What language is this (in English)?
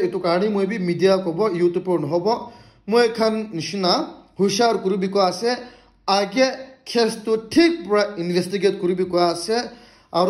Naga Pidgin